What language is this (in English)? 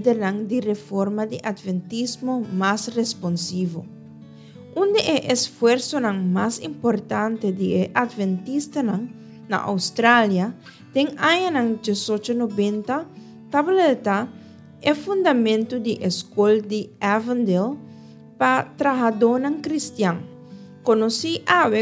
Papiamento